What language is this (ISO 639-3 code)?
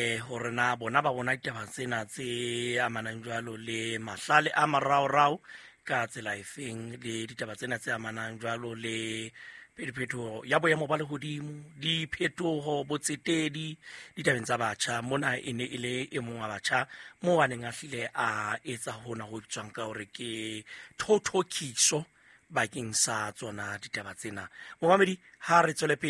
sot